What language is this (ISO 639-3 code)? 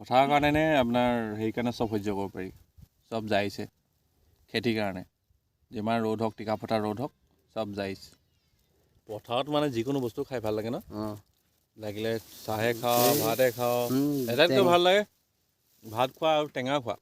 asm